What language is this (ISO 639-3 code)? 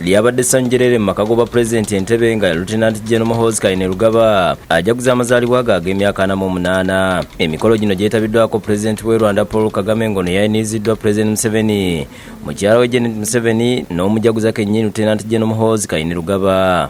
lug